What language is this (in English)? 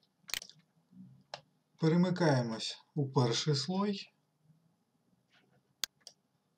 Ukrainian